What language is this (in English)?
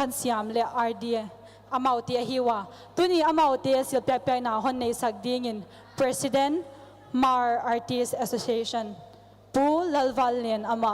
Paite Chin